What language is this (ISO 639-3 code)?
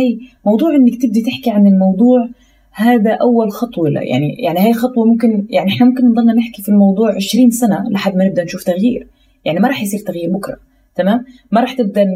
apc